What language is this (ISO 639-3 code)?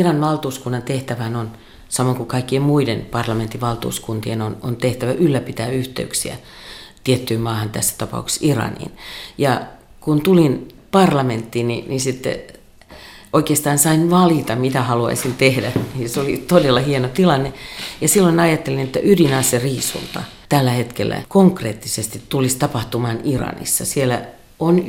fin